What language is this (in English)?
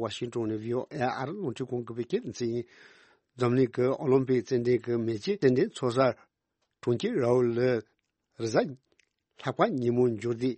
Tibetan